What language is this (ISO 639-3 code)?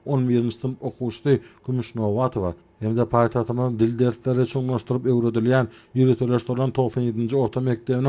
tuk